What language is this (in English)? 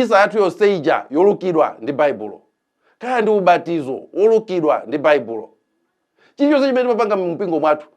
Nyanja